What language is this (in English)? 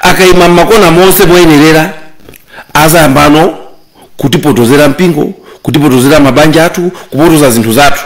Nyanja